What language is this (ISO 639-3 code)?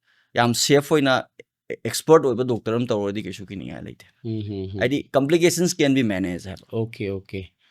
mni